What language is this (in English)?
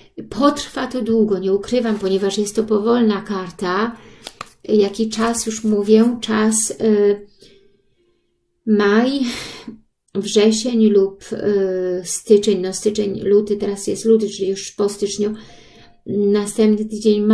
Polish